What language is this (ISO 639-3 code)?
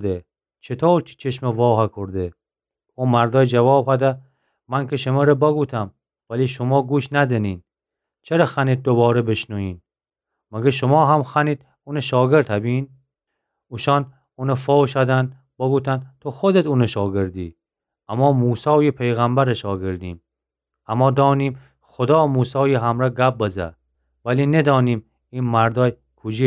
glk